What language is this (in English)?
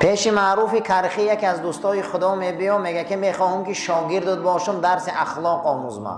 Tajik